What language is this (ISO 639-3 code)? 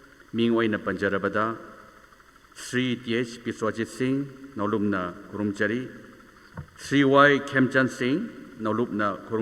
nmf